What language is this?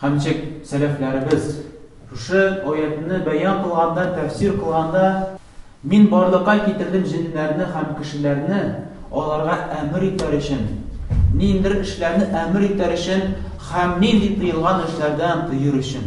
Tatar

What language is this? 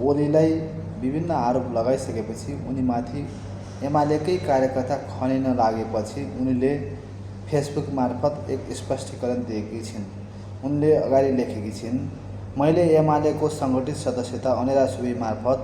Nepali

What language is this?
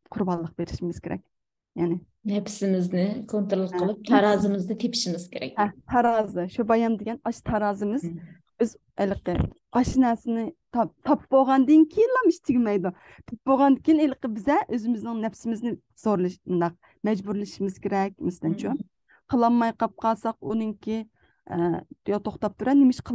Uyghur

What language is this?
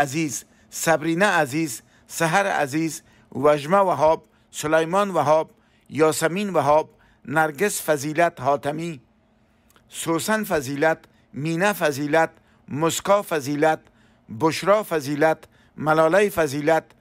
Persian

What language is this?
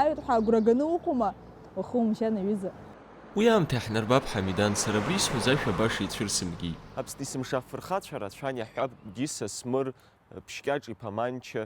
Abkhazian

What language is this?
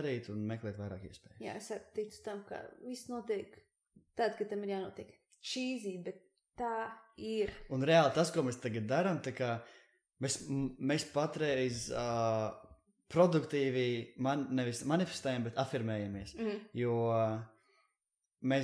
Latvian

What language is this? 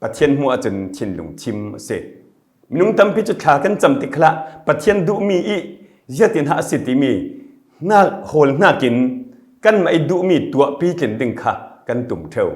Falam Chin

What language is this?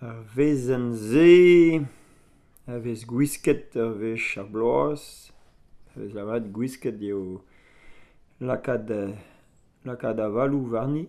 Breton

